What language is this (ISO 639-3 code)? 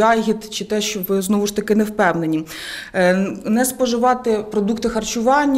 ukr